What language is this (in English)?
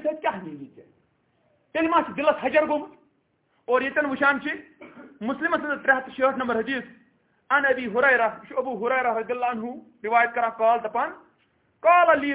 Kashmiri